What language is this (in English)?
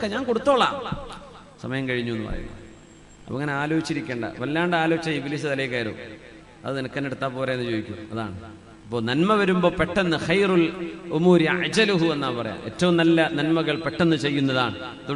Malayalam